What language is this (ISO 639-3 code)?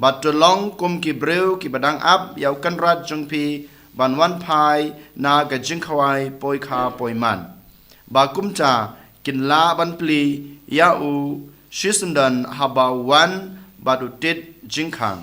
kha